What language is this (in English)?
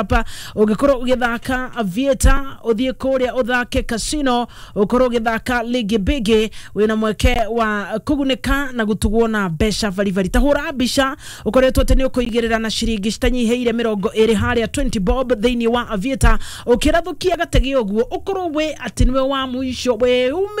Kikuyu